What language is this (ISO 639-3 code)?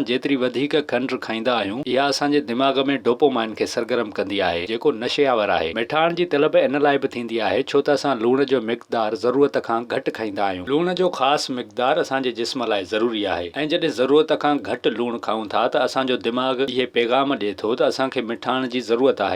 snd